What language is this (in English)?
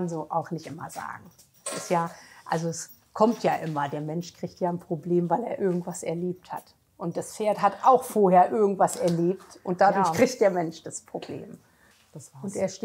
German